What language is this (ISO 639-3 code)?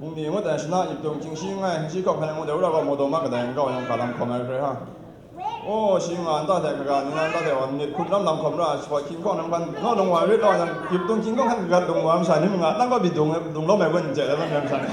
kac